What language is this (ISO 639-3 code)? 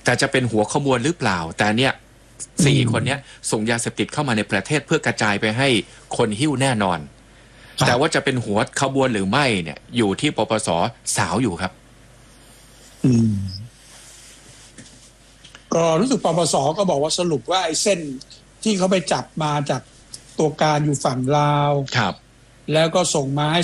tha